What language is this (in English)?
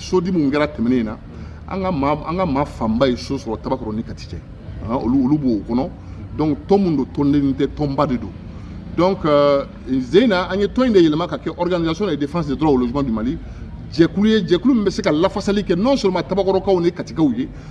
Bambara